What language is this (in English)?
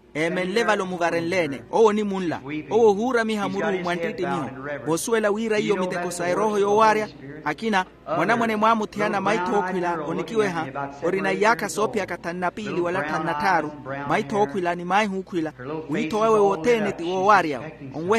Makhuwa